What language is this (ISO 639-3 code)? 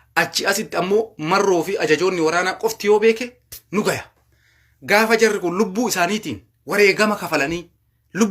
orm